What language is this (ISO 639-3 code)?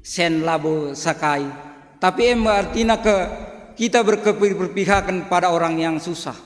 btx